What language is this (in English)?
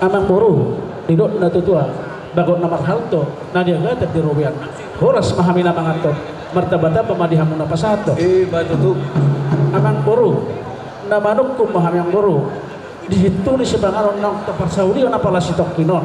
Batak Toba